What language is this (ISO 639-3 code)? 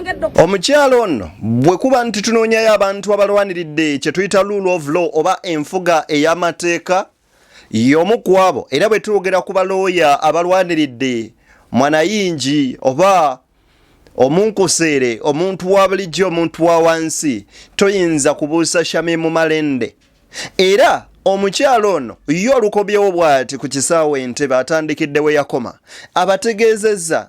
lug